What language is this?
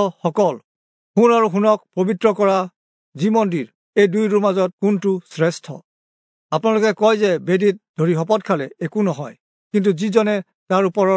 Assamese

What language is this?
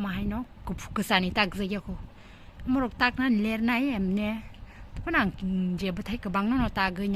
Kok Borok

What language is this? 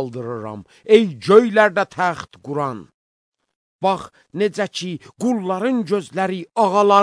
Azerbaijani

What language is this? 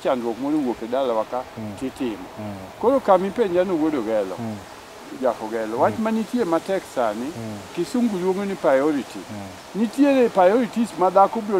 Luo (Kenya and Tanzania)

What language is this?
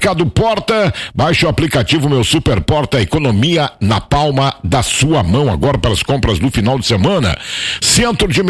Portuguese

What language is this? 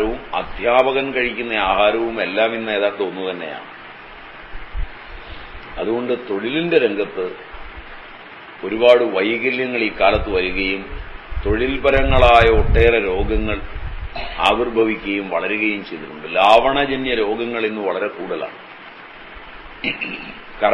Malayalam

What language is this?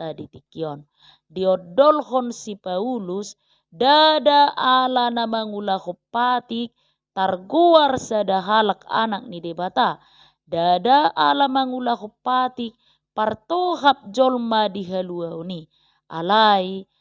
Batak Toba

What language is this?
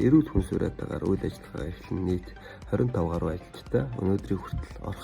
Mongolian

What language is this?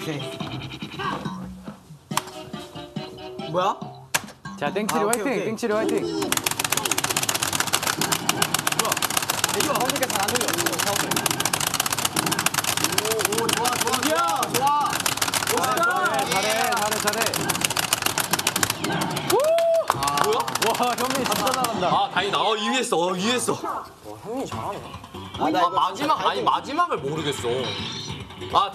Korean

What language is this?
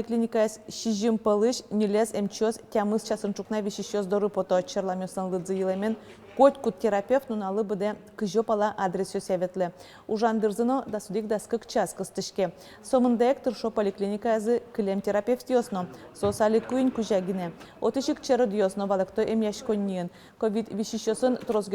Udmurt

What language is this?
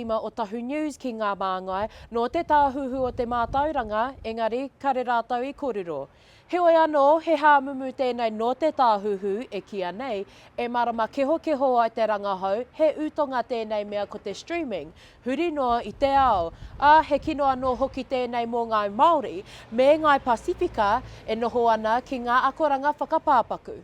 Māori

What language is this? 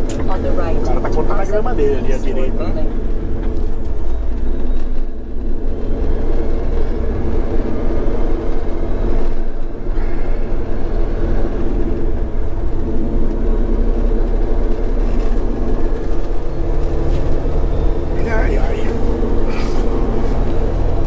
Portuguese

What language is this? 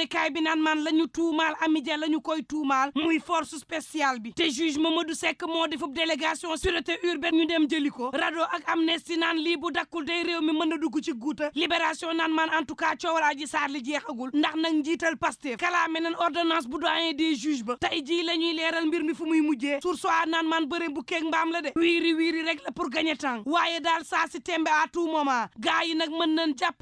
Wolof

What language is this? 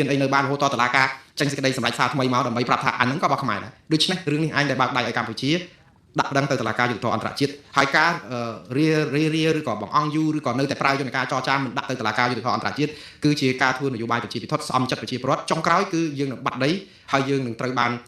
Khmer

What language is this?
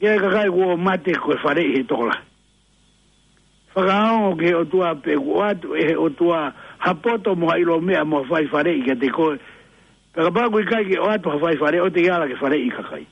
Tongan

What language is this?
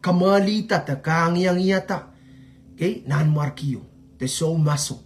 Pohnpeian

